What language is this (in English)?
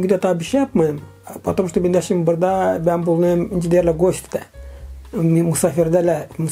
Gagauz